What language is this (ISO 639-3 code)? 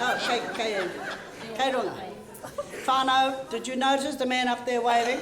mri